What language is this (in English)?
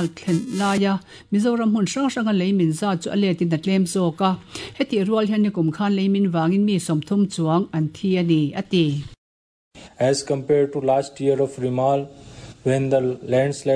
Mizo